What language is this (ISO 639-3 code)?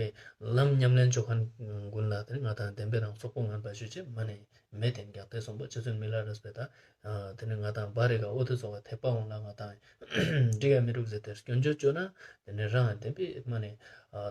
lbj